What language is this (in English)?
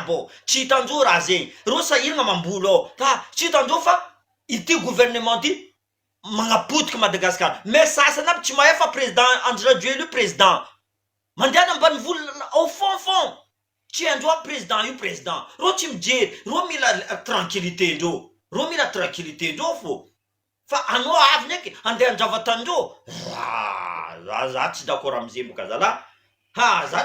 Malagasy